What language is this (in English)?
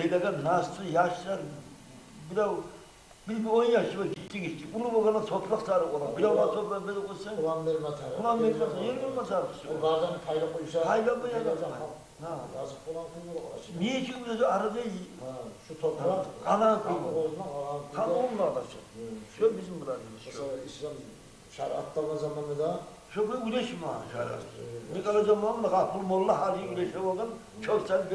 Kumyk